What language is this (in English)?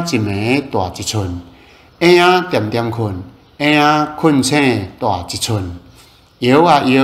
Min Nan Chinese